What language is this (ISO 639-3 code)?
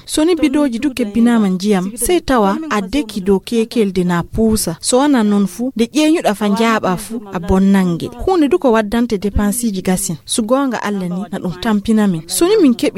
ful